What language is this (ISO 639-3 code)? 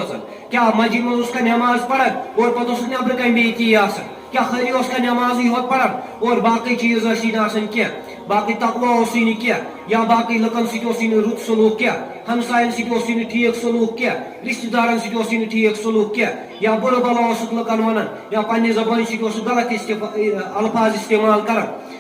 kas